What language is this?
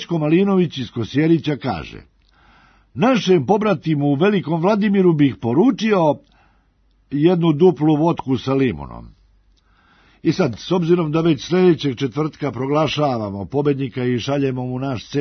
Serbian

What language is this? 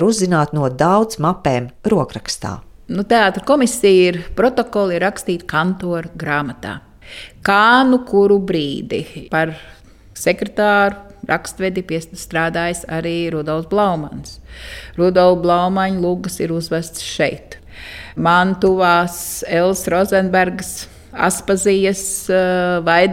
Latvian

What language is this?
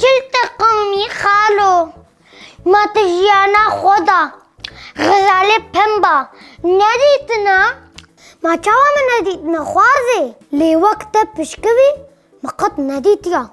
Kurdish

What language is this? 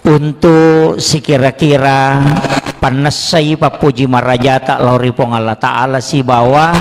Buginese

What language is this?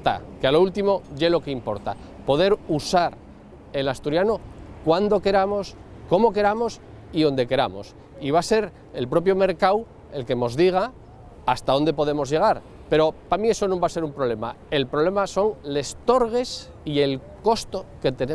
Asturian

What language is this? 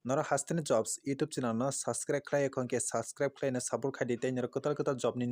Kok Borok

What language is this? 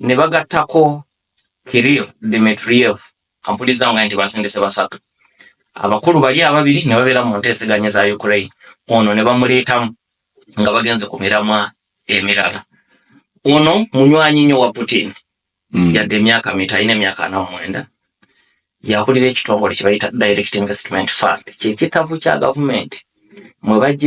Ganda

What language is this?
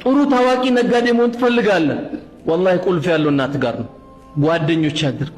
Amharic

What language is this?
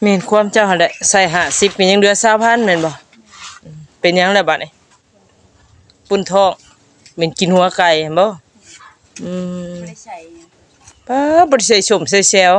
Northeastern Thai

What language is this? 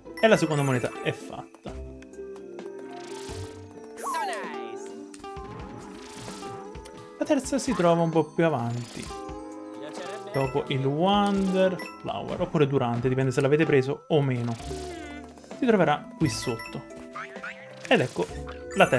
Italian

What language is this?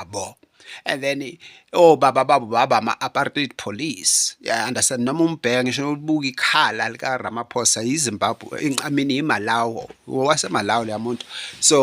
Zulu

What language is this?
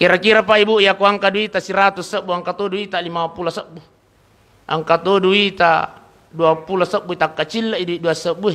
Buginese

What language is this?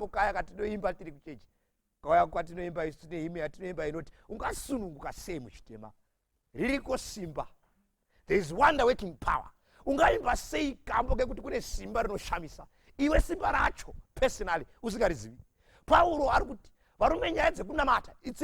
Shona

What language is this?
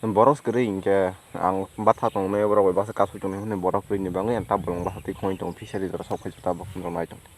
Kok Borok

